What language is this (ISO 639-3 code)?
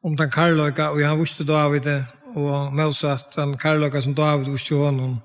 fao